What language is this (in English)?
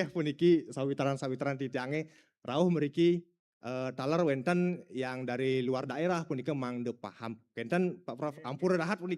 Balinese